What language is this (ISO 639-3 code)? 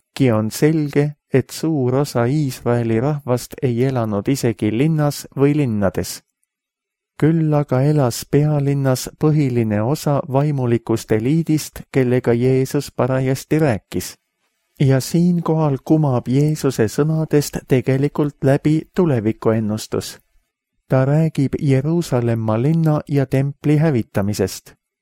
est